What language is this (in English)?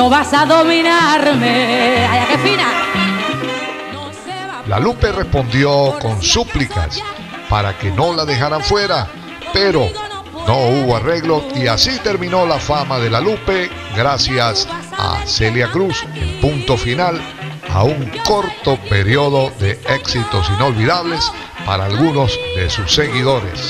Spanish